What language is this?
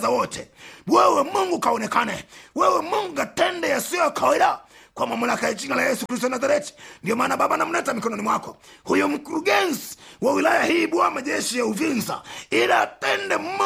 Swahili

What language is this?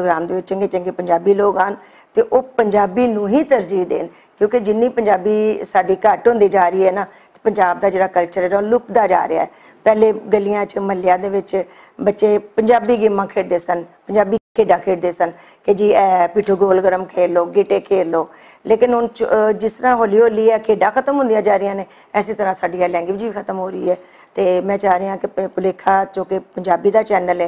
Western Panjabi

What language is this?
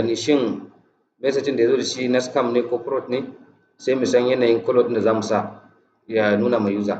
Hausa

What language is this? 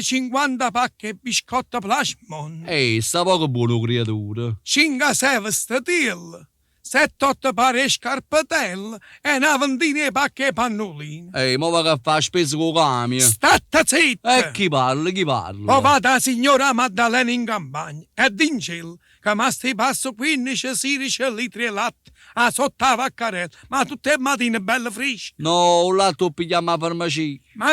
Neapolitan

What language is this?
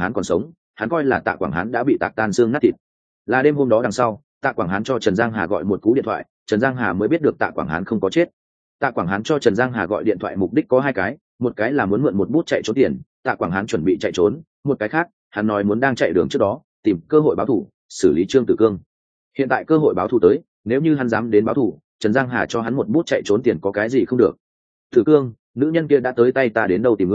Vietnamese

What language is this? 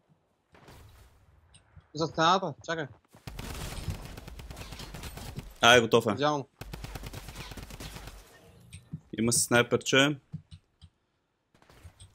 Bulgarian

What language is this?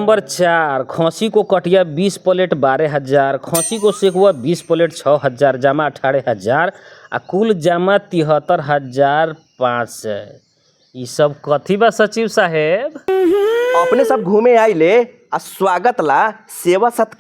Bhojpuri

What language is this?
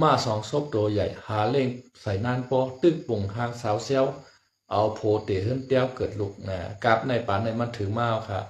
Shan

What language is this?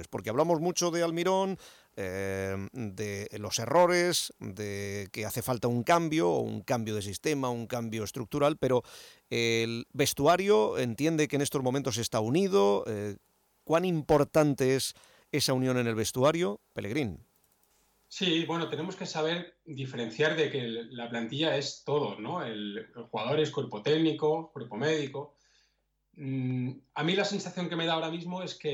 Spanish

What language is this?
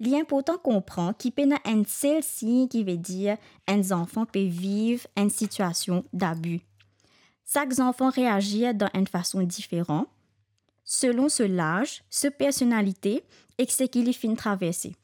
Morisyen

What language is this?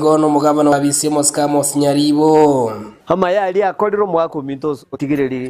Gusii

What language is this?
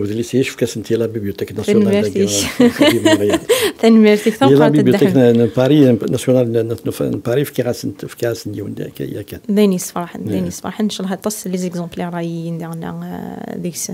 Kabyle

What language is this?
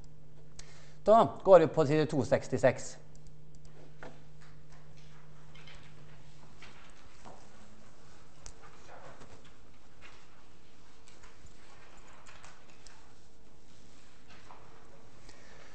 Norwegian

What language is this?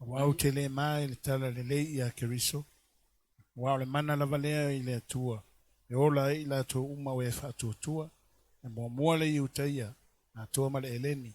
Samoan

